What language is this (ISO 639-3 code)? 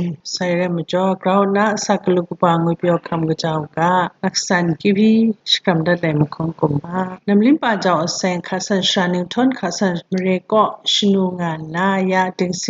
kac